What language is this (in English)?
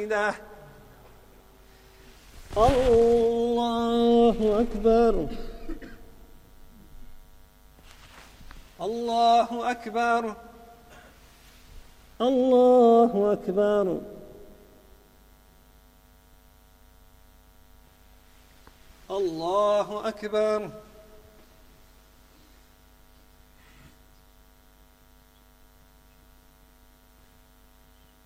Arabic